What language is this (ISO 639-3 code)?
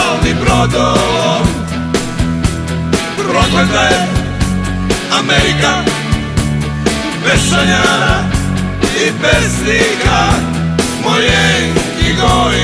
srp